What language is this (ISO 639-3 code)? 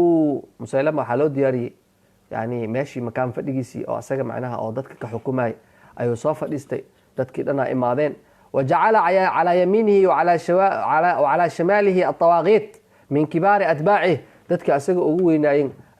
som